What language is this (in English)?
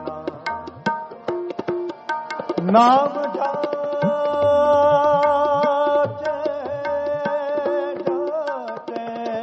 Hindi